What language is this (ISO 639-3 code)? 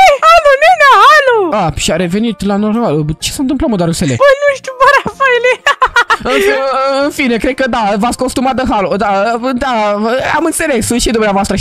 ron